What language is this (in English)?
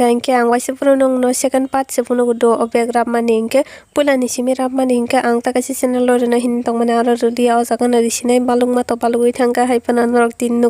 Kok Borok